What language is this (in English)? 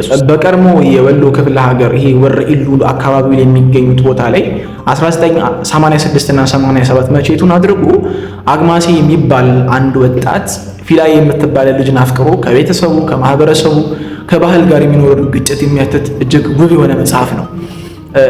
Amharic